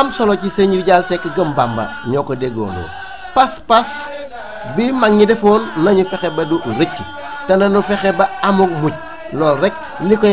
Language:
Wolof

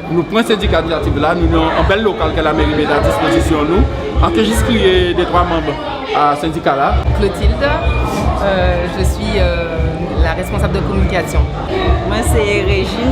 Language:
Guadeloupean Creole French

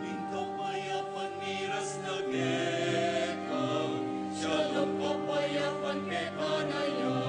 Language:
Pampanga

